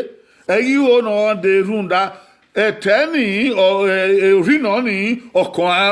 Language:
Bini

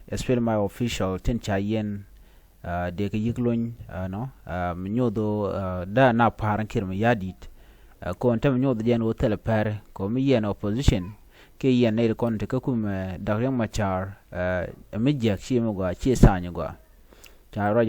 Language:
Nuer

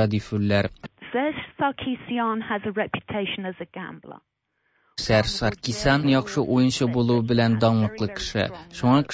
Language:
Tatar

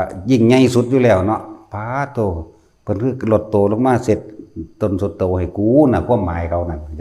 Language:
Lao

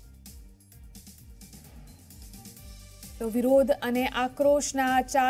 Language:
Gujarati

